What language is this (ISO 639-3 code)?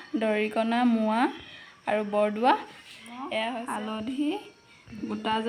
asm